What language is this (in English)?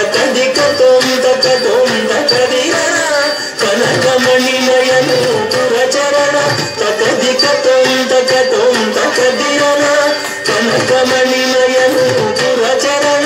Kannada